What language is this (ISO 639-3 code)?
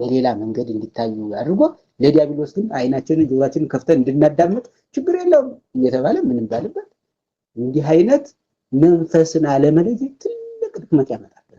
amh